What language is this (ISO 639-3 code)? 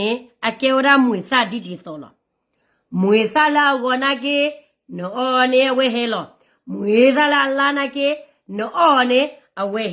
ksw